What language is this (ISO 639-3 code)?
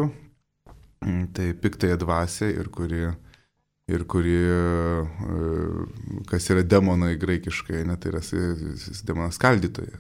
lit